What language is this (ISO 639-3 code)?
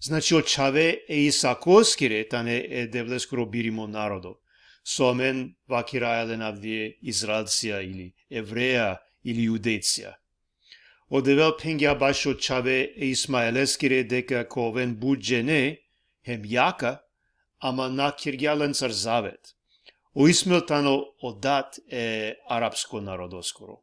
rmn